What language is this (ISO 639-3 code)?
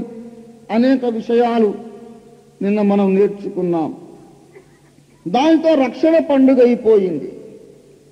tel